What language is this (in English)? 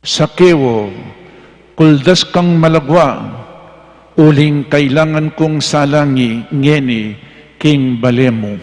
Pampanga